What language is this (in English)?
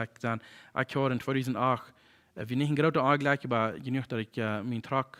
Plautdietsch